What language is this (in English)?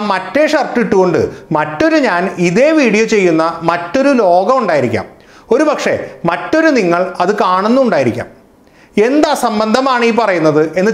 Malayalam